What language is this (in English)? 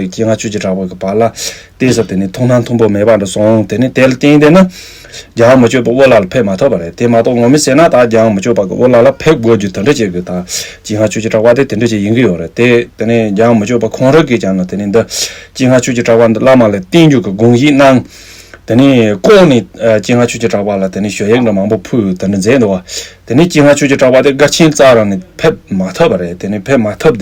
Tibetan